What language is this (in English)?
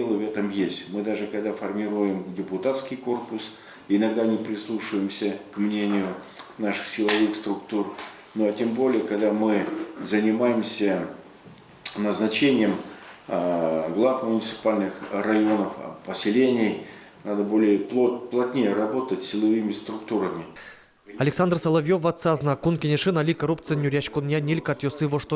Udmurt